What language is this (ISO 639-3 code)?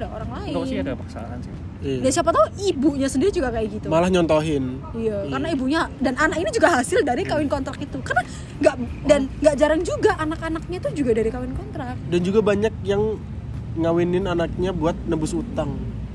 ind